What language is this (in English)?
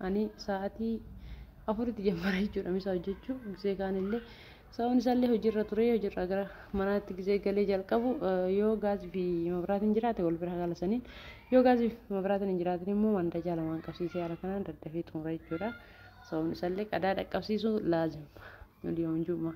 Oromo